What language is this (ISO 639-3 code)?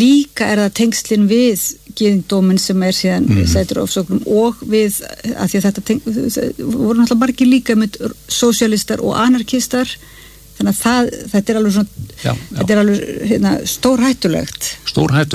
isl